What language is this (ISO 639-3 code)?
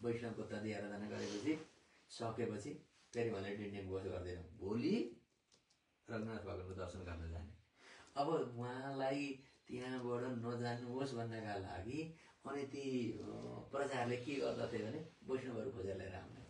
nep